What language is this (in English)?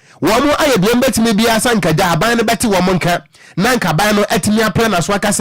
Akan